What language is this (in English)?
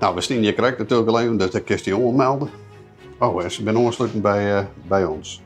Western Frisian